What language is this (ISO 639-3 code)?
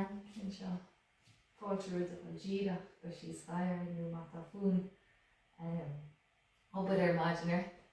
gle